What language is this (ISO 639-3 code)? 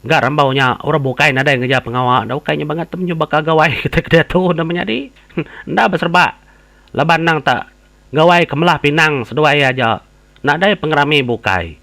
iba